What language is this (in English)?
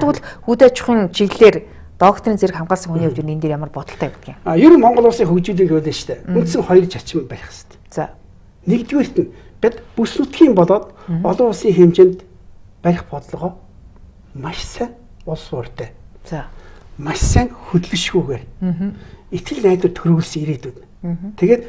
Mongolian